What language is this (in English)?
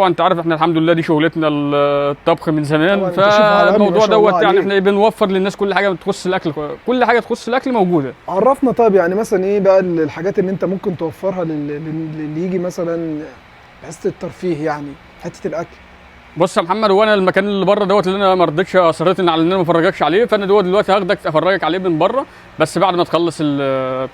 Egyptian Arabic